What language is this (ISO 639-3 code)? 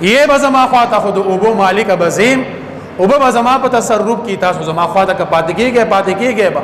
pus